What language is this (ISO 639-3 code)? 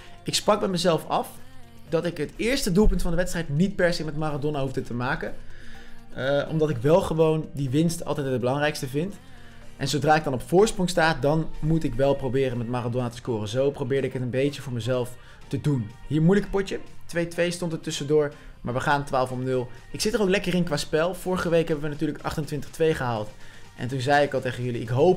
nld